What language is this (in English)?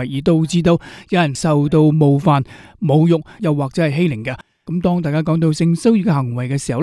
Cantonese